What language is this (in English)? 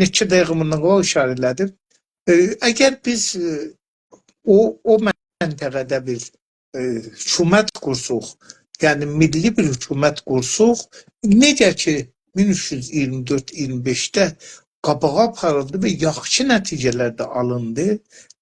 South Azerbaijani